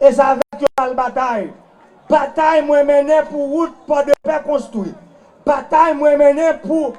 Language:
Haitian Creole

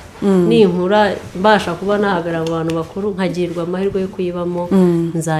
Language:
Kinyarwanda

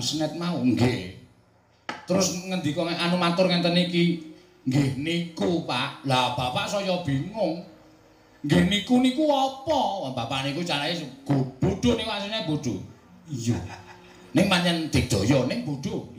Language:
Javanese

